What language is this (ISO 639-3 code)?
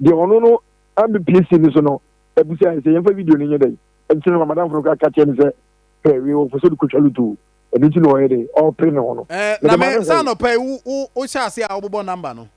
aka